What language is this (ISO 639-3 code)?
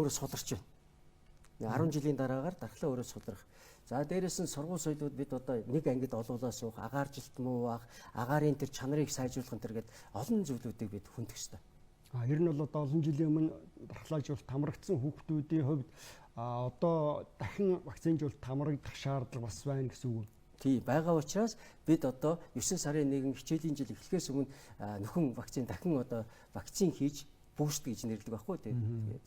mon